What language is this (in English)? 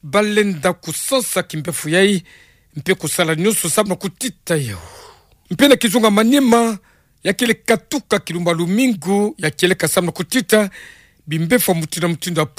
Kituba (Democratic Republic of Congo)